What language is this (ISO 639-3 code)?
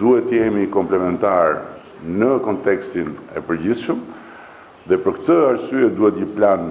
sqi